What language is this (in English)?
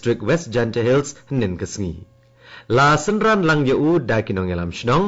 Khasi